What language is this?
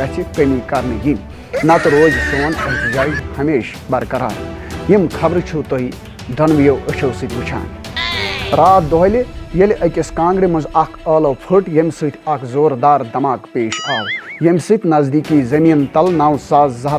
Kashmiri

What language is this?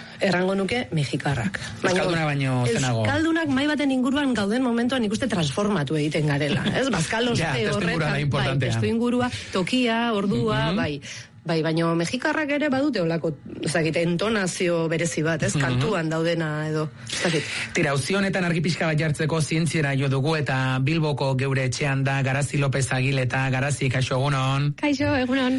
Basque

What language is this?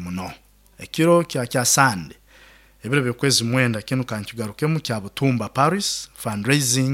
Nyoro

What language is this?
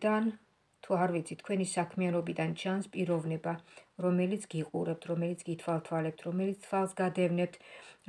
Georgian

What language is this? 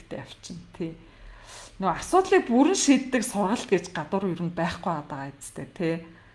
Mongolian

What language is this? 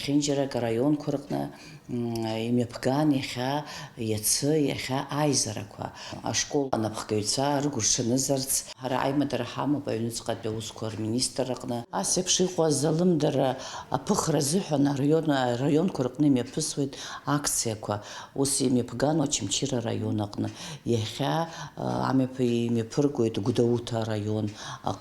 Abkhazian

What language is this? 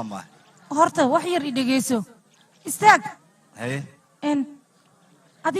Somali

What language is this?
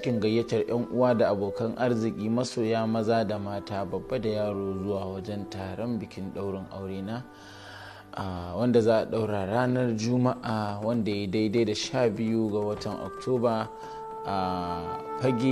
Hausa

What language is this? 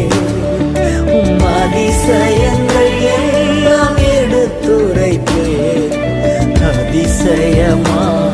Tamil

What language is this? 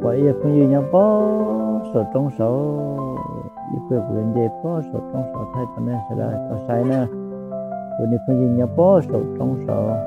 Hmong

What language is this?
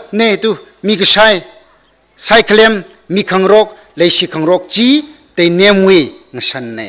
Tangkhul Naga (India)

